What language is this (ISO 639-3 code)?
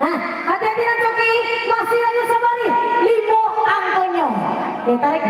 min